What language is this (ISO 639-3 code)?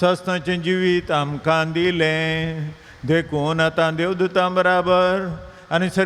kok